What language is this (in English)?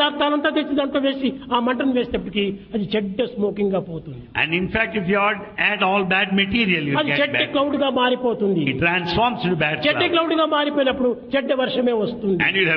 Telugu